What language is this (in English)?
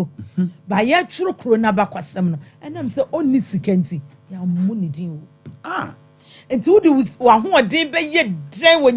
Akan